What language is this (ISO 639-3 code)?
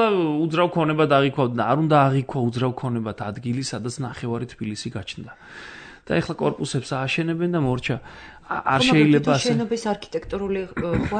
kat